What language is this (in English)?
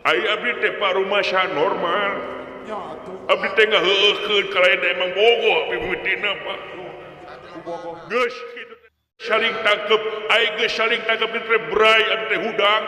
Sundanese